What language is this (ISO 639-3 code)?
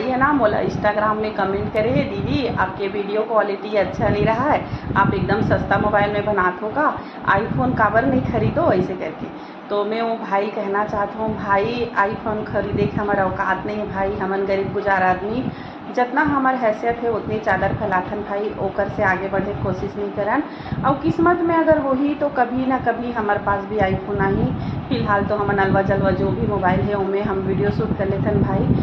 hne